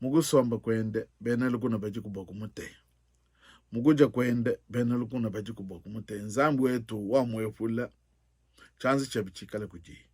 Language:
Luba-Lulua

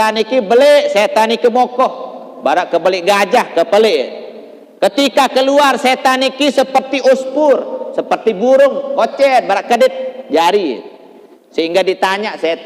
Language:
Sasak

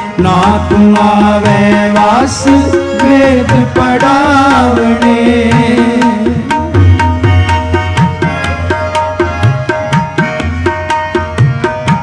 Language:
Punjabi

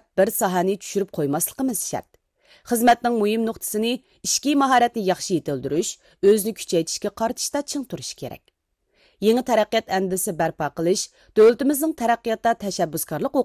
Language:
Uyghur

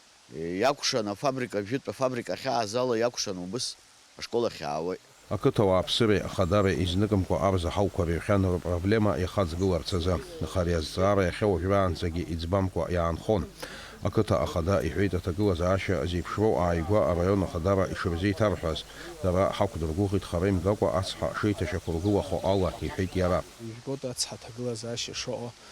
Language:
Abkhazian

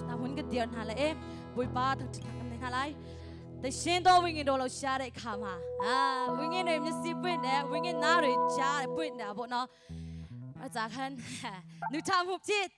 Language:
Hakha Chin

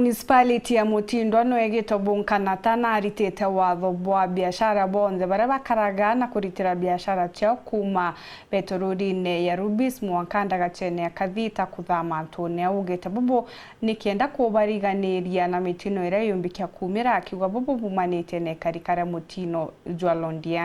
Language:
Meru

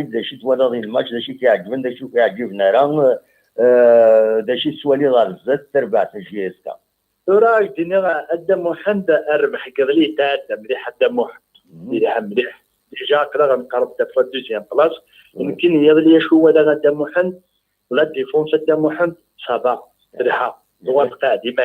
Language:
Kabyle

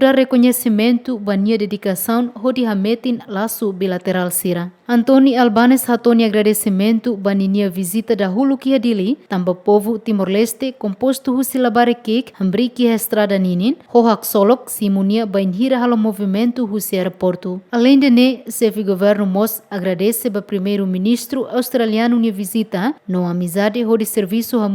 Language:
Tetum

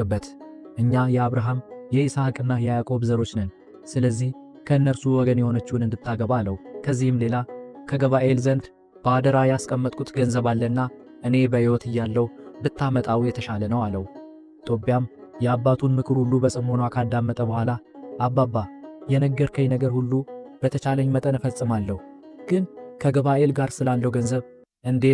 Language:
Amharic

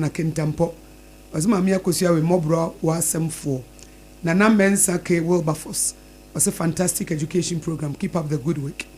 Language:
Akan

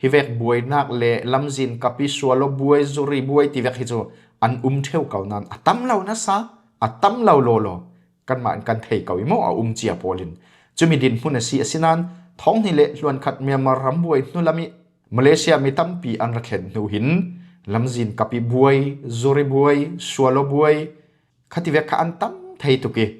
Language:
Falam Chin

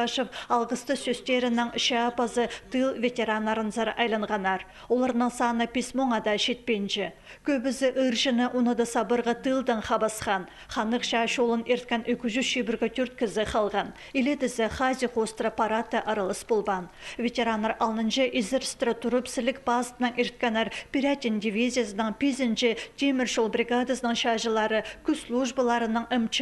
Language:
Khakas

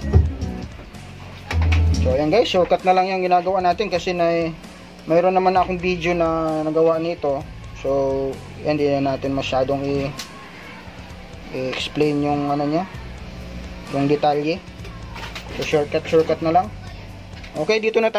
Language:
Filipino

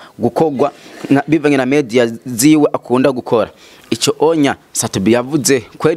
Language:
Rundi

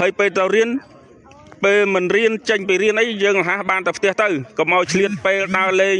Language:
Khmer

